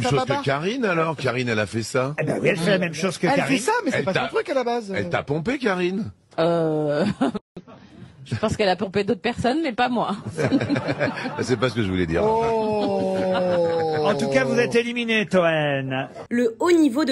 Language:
French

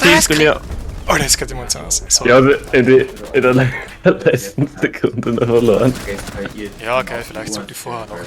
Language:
Bavarian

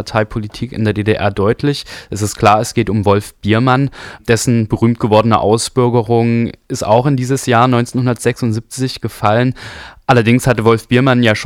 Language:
German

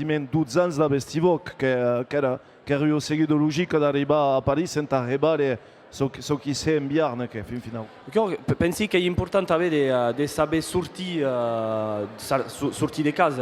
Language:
Occitan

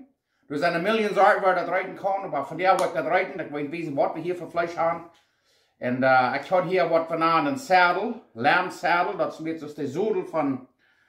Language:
Plautdietsch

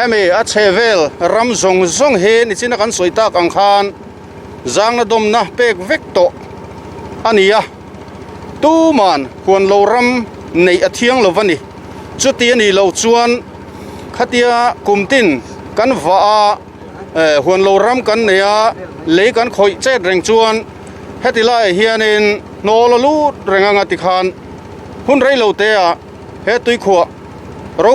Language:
Mizo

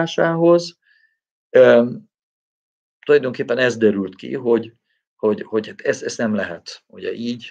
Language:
Hungarian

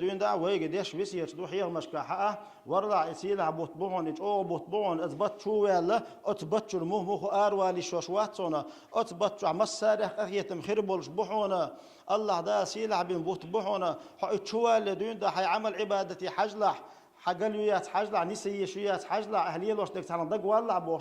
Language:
Chechen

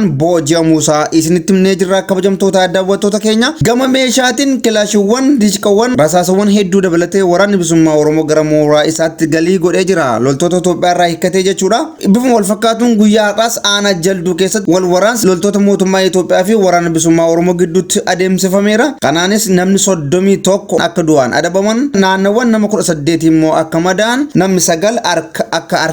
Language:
Oromo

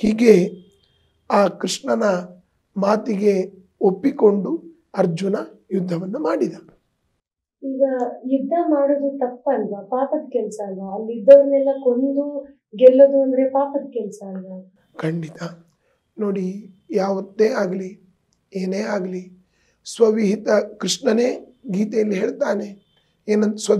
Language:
Kannada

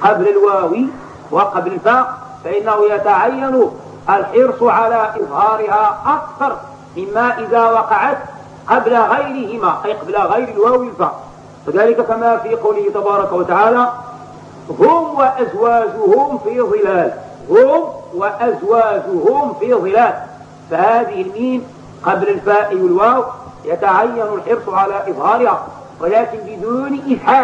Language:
Arabic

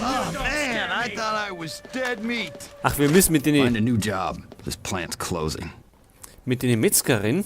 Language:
Bavarian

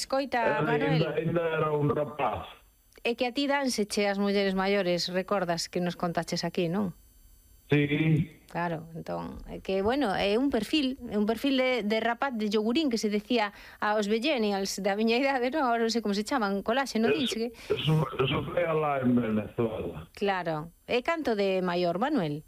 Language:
Galician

